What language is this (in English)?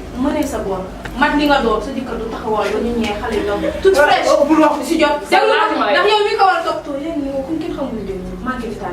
Wolof